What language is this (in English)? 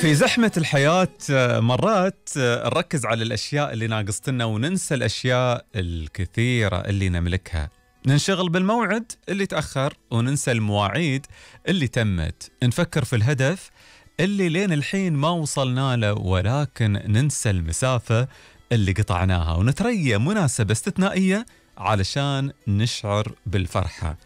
Gulf Arabic